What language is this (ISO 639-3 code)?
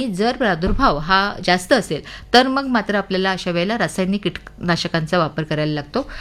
mar